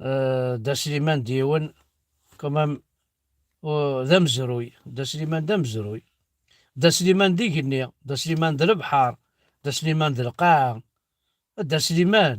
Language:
Kabyle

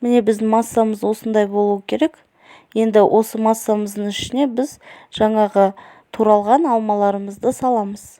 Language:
Kazakh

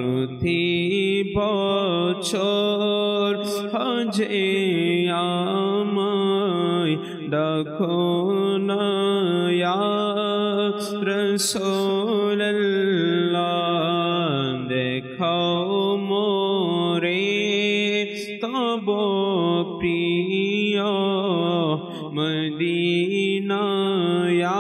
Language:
Bangla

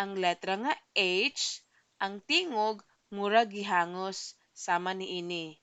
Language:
Cebuano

